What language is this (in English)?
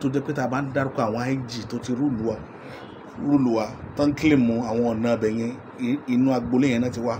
Yoruba